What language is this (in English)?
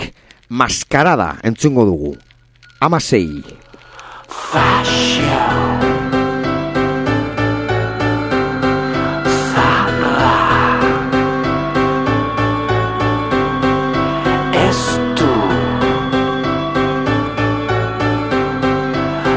Basque